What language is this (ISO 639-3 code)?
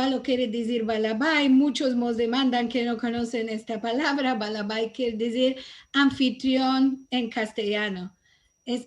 lad